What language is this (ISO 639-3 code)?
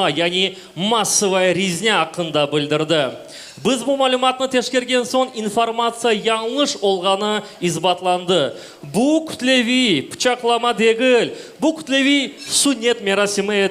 crh